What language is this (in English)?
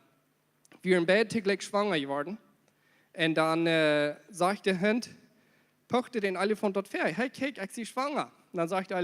Plautdietsch